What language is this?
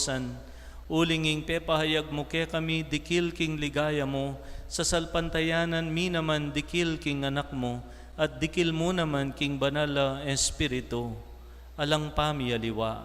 Pampanga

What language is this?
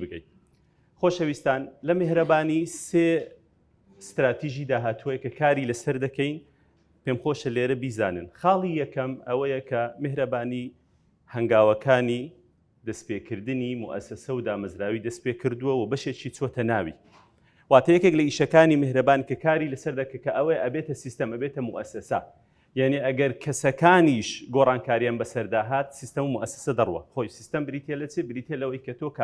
Central Kurdish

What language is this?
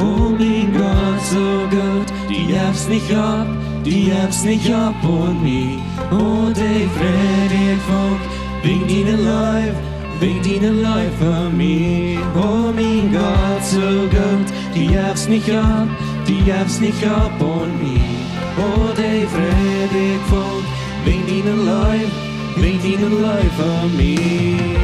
Plautdietsch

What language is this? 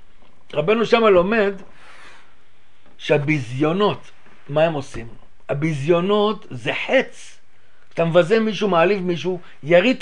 Hebrew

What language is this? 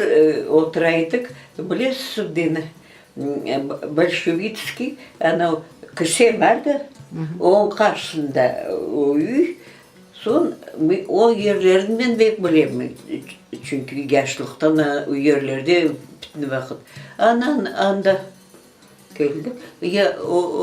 Crimean Tatar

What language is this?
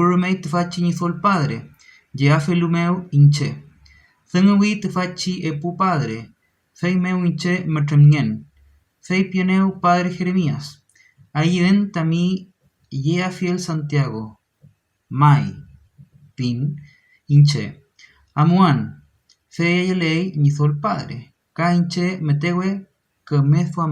Mapuche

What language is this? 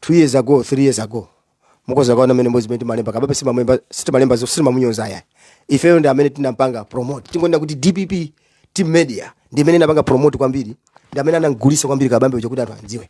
Nyanja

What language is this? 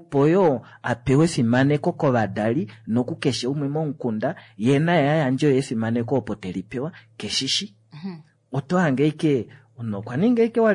Kuanyama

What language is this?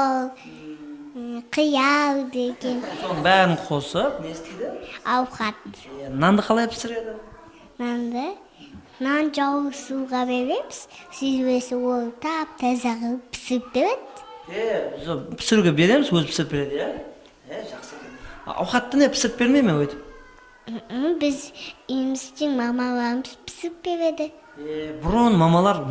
Kara-Kalpak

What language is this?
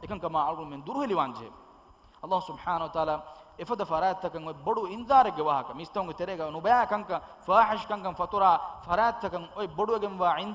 Divehi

